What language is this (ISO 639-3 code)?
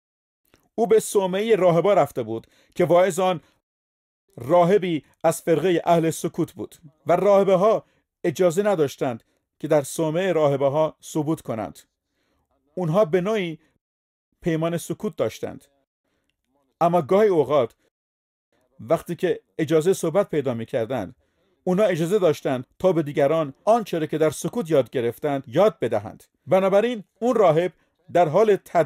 fas